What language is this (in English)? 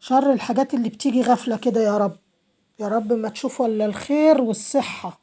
Egyptian Arabic